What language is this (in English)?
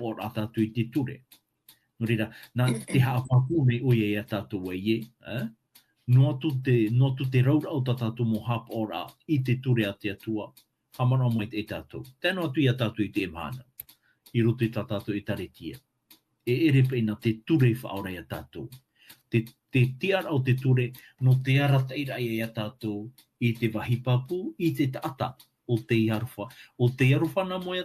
Tahitian